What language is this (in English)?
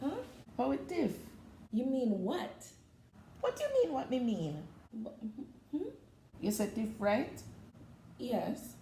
Jamaican Creole English